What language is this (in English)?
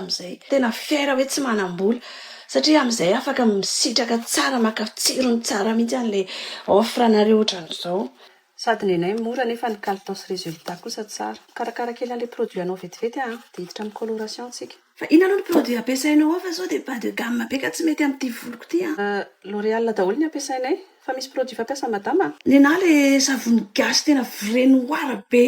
Malagasy